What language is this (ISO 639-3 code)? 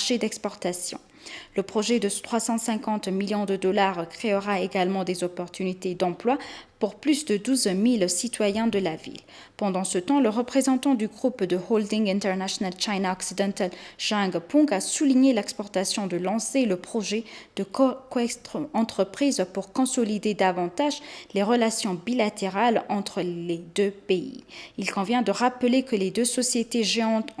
fra